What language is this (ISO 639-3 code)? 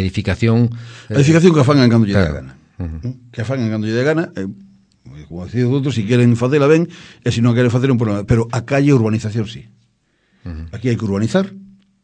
glg